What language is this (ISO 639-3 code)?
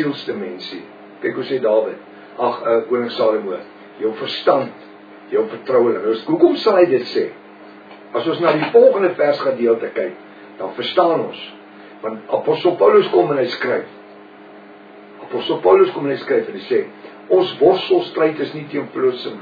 afr